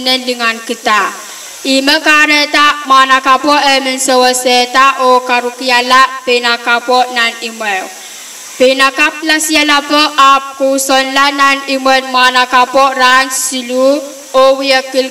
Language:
Pohnpeian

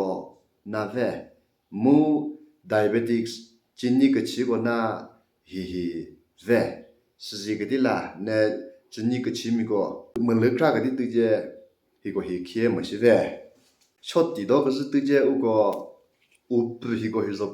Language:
Chokri Naga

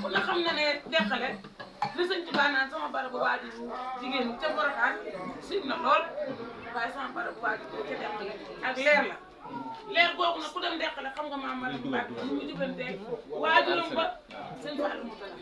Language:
Wolof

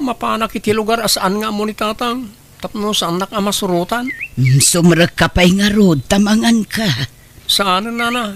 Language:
Iloko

